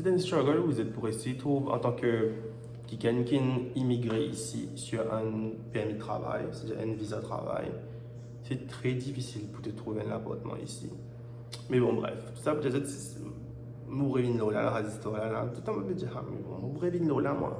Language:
Morisyen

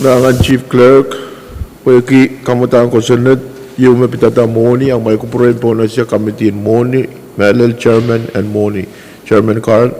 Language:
Pohnpeian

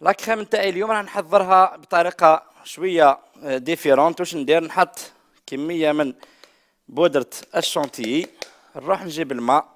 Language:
Algerian Arabic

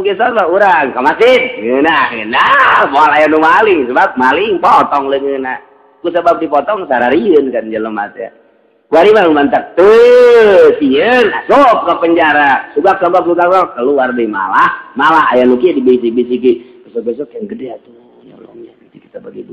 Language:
Sundanese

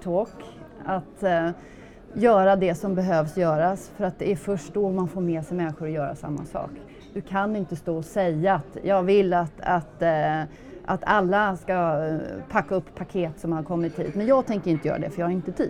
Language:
Swedish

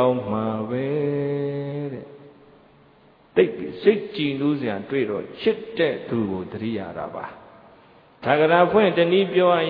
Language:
Burmese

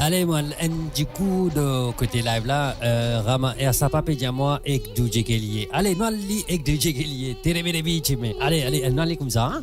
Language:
Morisyen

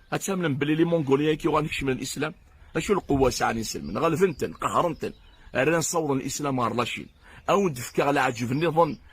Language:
Kabyle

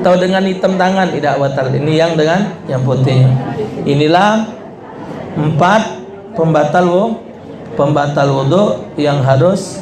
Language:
Musi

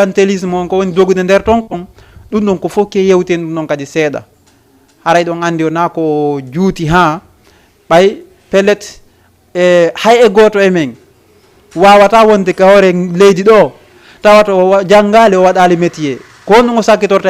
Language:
Fula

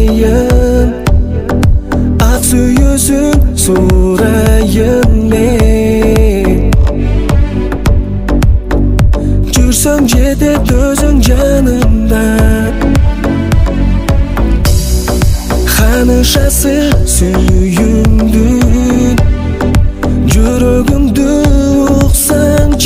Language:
Kazakh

